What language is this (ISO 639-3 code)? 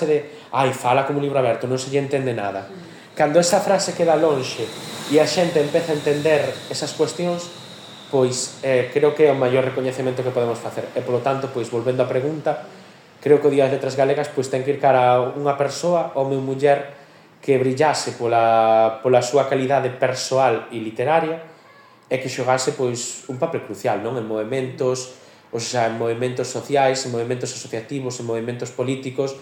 glg